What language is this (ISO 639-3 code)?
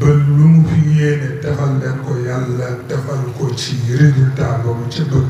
wol